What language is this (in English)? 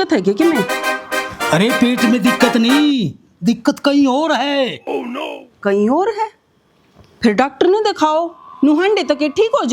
Haryanvi